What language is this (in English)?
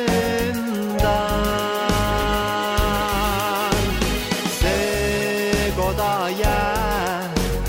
Estonian